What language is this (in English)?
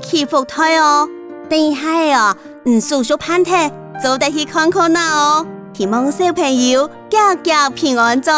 Hakka Chinese